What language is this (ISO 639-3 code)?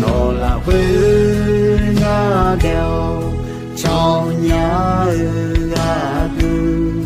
ahk